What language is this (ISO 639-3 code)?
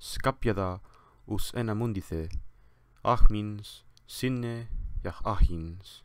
lat